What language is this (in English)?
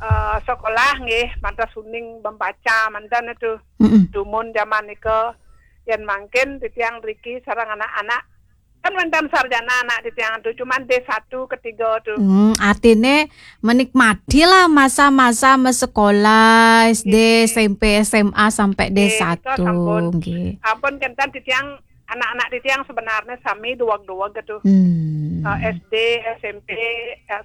Balinese